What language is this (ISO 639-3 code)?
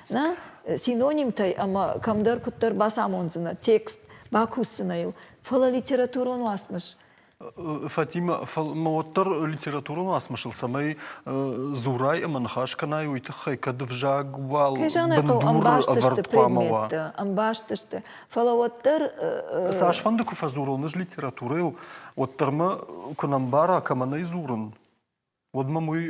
oss